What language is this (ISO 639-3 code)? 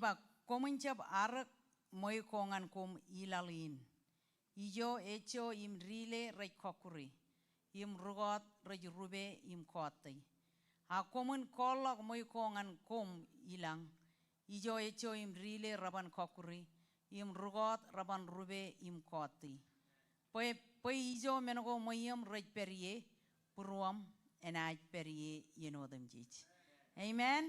mah